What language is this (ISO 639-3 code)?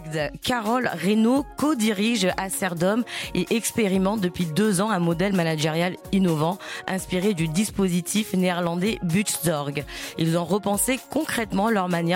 fra